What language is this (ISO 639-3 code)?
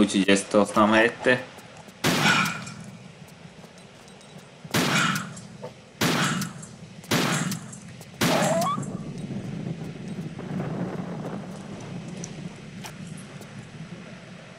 hun